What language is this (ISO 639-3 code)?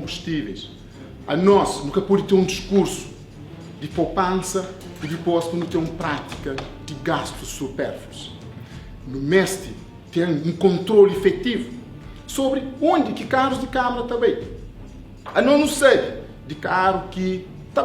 kea